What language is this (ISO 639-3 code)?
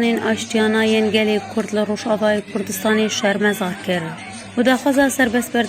kur